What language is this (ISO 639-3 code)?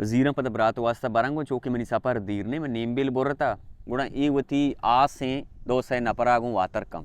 bal